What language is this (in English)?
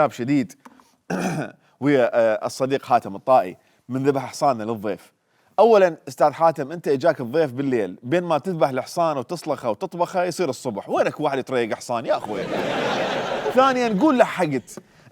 Mesopotamian Arabic